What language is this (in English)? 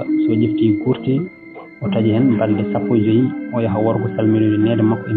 Fula